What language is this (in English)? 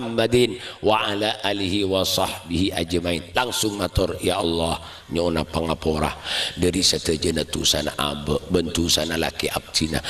Madurese